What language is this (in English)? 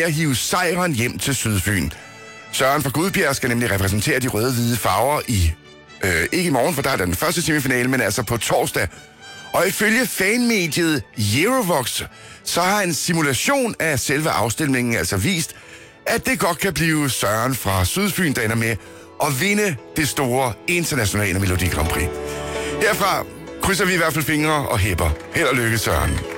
Danish